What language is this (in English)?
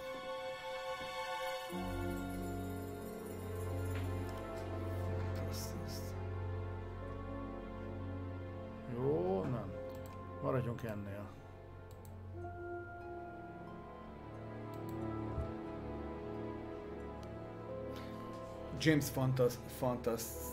Hungarian